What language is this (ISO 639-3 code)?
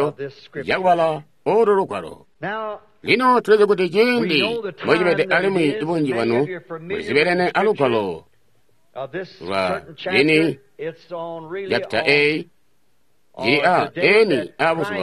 toi